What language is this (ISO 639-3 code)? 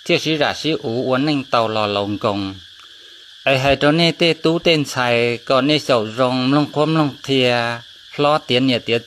hmn